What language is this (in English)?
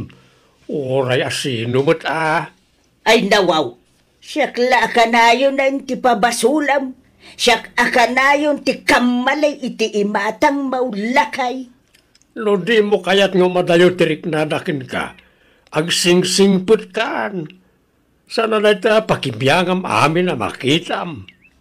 Iloko